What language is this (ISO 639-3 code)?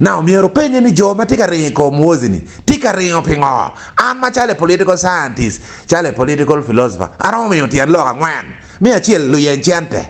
ach